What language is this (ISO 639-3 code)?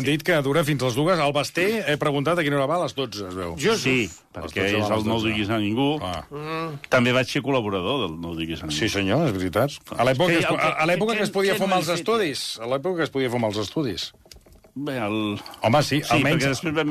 cat